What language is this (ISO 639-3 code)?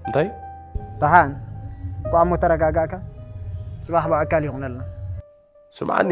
tir